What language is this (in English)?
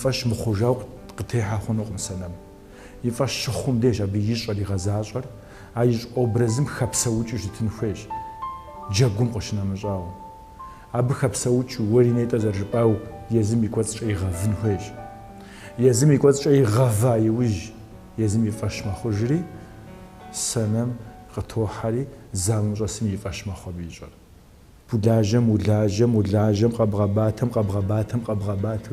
Kabardian